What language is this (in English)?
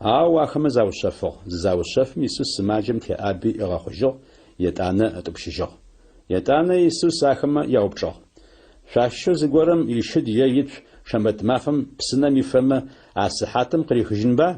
Adyghe